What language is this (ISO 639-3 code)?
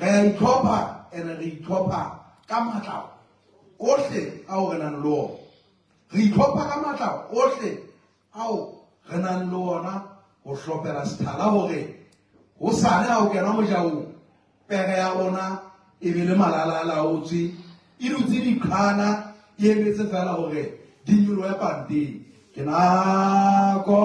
sot